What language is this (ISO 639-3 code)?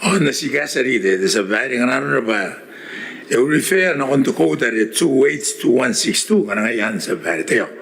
gil